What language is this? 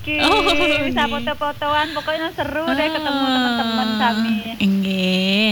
Balinese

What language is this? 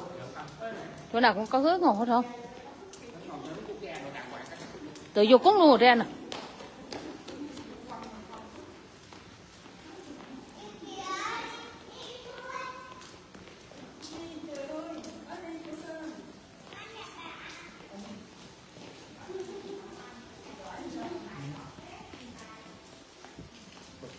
Vietnamese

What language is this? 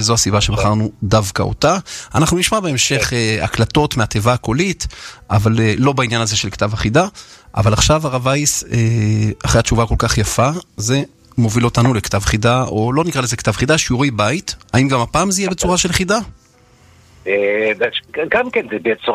Hebrew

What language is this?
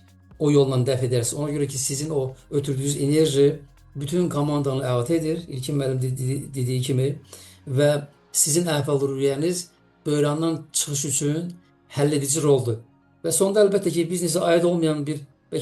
Azerbaijani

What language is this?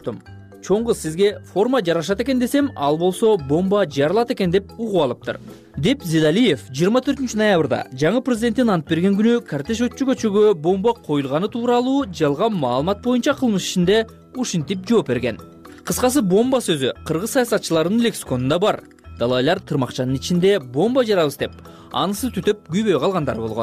Kyrgyz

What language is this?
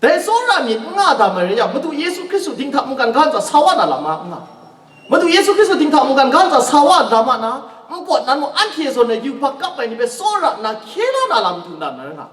Kachin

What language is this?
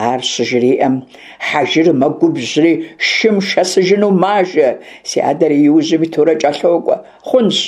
Kabardian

